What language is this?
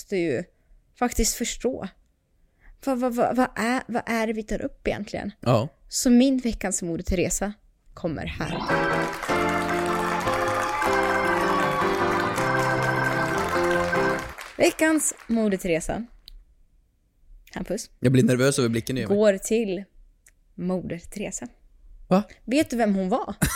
Swedish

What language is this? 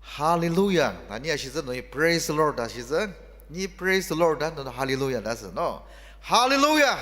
Ao Naga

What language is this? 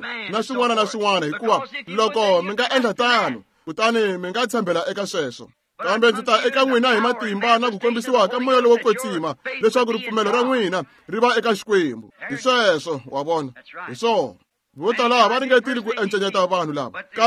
Tsonga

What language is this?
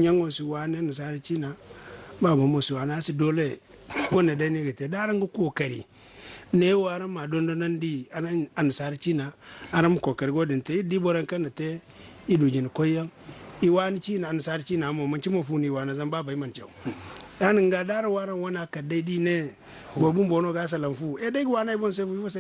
Zarma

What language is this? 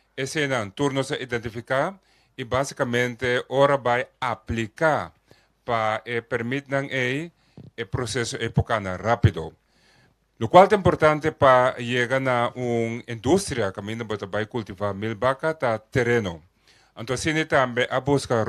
Papiamento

